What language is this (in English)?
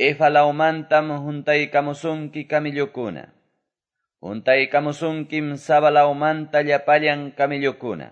Quechua